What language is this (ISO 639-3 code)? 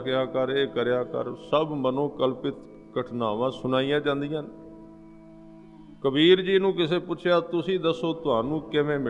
pan